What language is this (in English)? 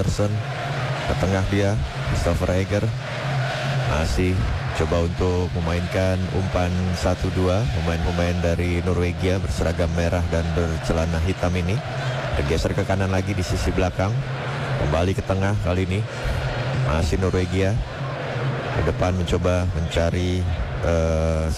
Indonesian